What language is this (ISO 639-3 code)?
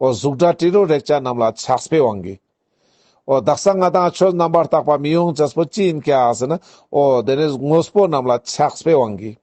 lbj